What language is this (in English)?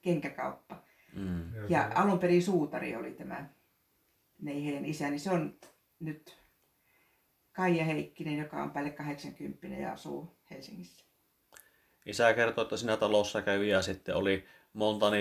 Finnish